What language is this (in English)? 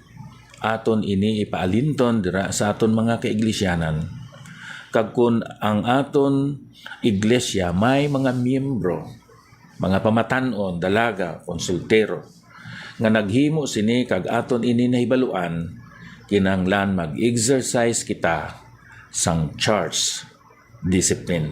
Hiligaynon